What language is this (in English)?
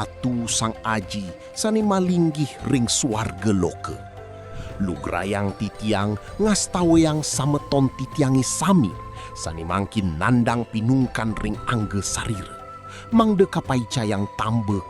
Balinese